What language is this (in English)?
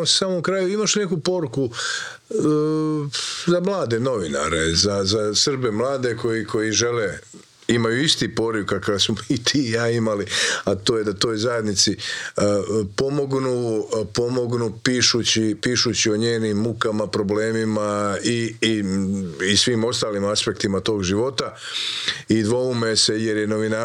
Croatian